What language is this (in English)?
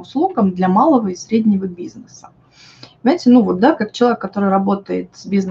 Russian